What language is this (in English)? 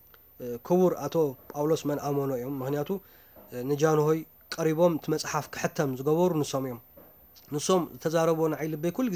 Tigrinya